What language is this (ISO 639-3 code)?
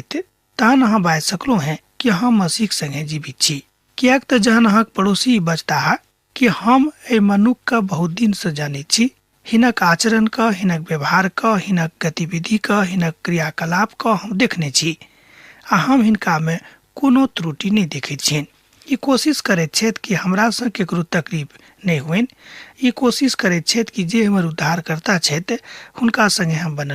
mai